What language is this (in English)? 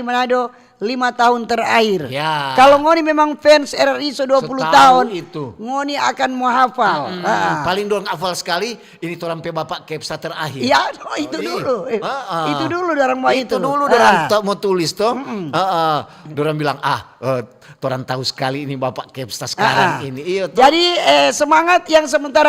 Manado Malay